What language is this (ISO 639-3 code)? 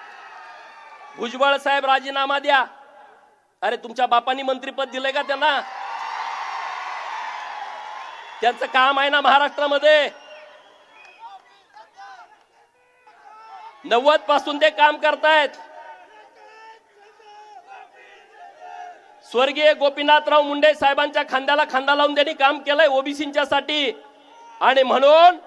mar